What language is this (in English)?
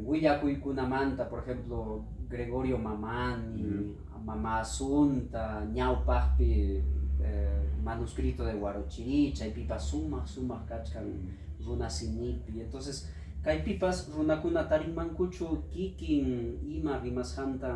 Ayacucho Quechua